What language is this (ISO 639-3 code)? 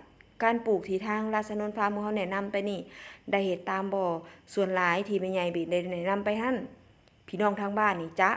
tts